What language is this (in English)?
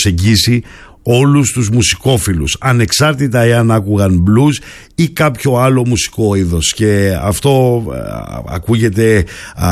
Greek